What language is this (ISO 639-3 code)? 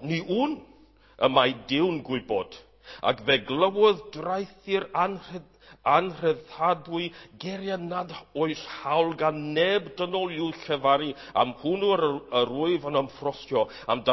cym